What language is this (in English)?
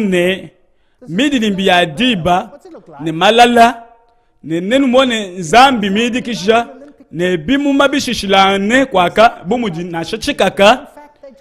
Luba-Lulua